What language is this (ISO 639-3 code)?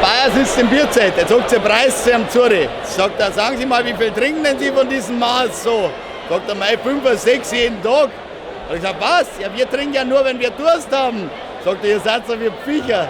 bar